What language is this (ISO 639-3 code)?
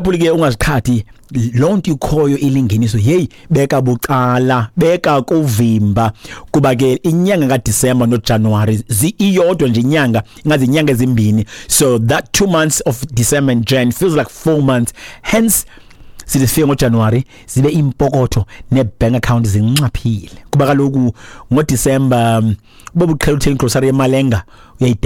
xho